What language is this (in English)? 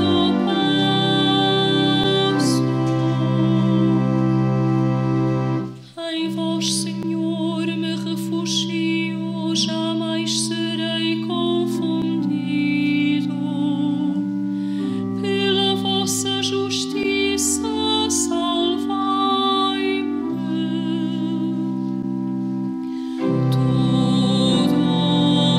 Portuguese